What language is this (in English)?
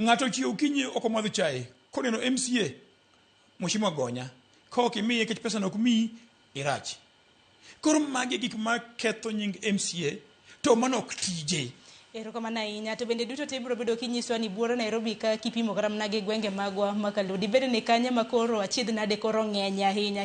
Luo (Kenya and Tanzania)